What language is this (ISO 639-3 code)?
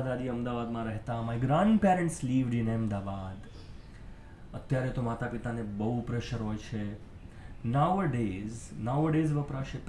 guj